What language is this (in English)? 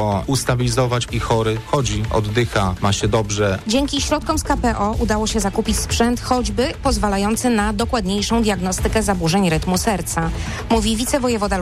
Polish